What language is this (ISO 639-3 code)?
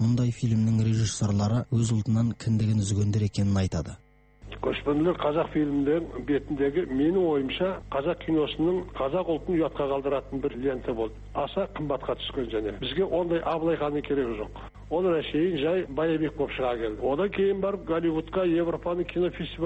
kaz